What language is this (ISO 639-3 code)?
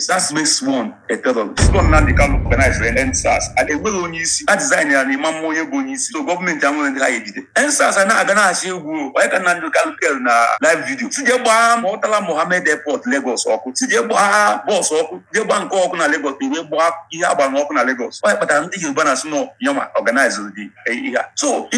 ibo